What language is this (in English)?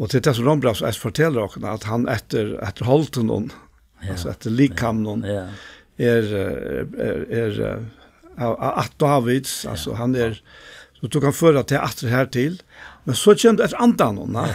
Faroese